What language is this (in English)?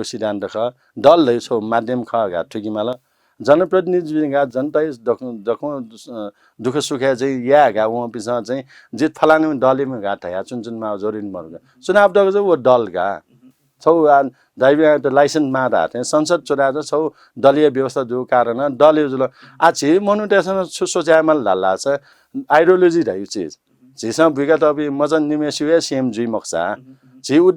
Newari